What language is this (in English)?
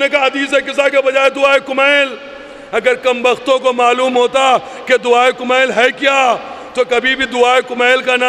Urdu